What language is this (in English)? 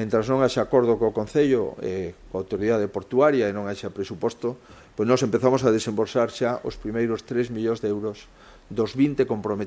Galician